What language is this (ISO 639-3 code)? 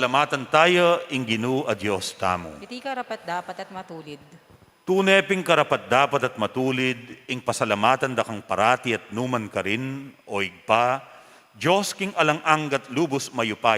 pam